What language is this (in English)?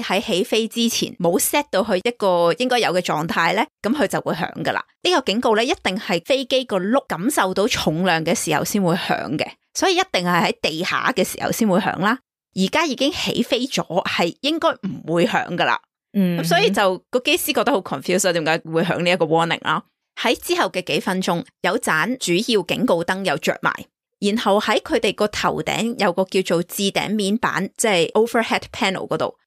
Cantonese